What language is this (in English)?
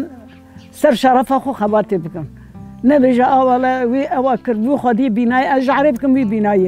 Kurdish